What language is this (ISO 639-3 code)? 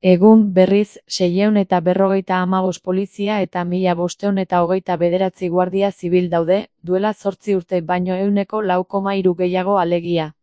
eus